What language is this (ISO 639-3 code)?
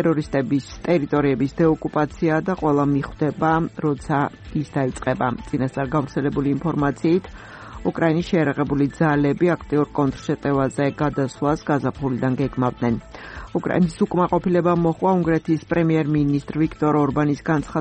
kat